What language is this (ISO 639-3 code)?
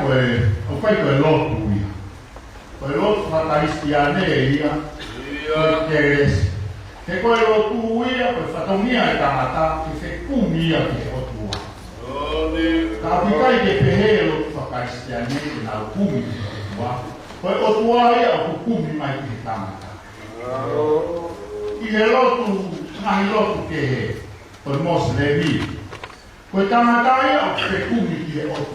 ton